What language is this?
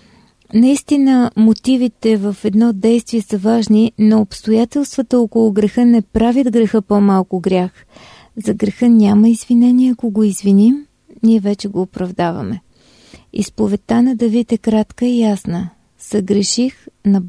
Bulgarian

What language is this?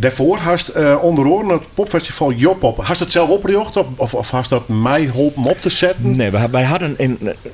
Western Frisian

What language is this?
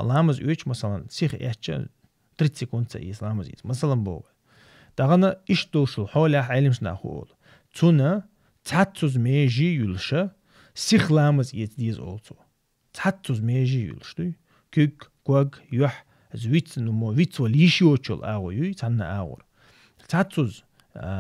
Chechen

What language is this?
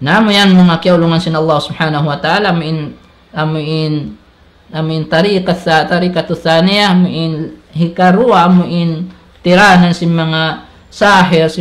Tausug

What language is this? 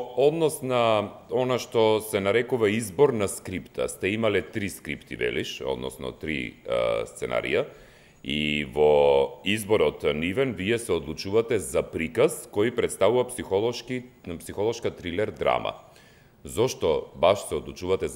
Macedonian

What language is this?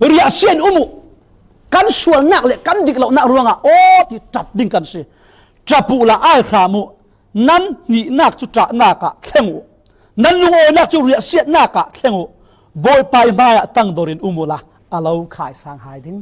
Falam Chin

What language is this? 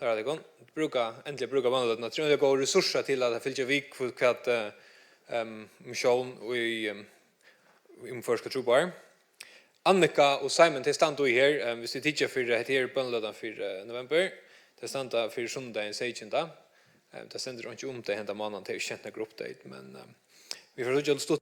Faroese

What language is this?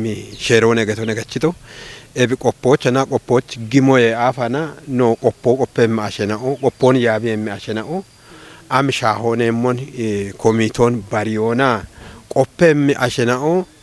Kafa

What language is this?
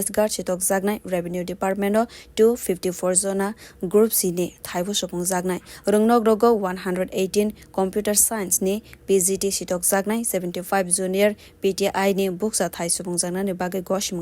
Kok Borok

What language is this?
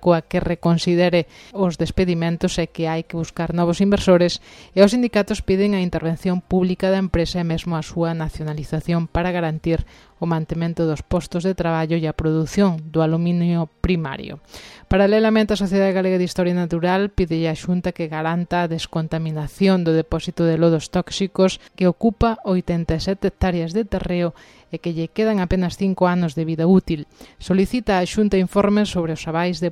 Galician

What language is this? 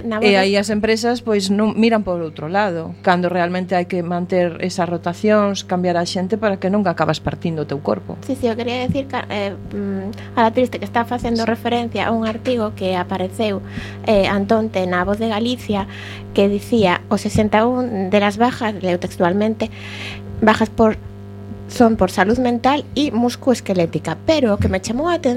Galician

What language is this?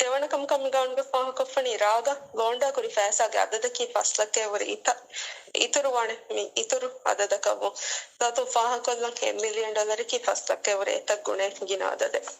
Divehi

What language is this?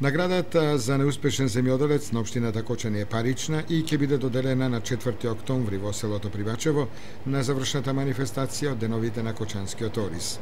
Macedonian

